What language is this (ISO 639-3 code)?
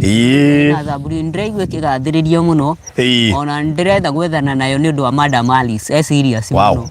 kik